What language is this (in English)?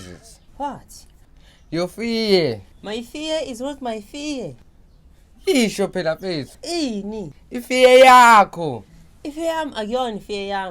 Zulu